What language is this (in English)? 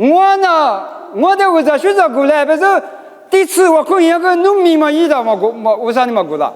Lisu